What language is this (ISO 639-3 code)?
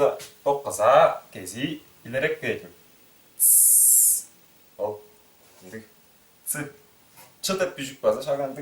tyv